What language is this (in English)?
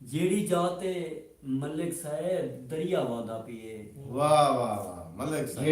Saraiki